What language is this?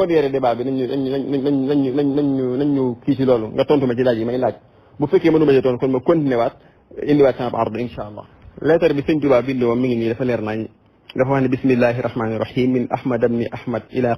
Wolof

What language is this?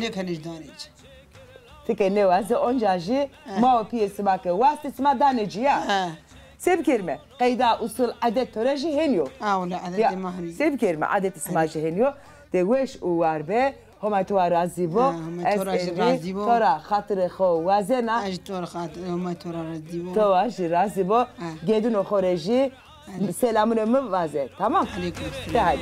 Zaza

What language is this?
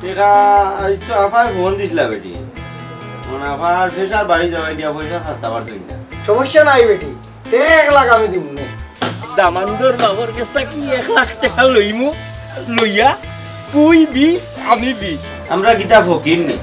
Sylheti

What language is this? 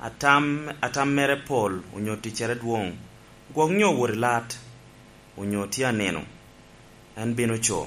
Lango (Uganda)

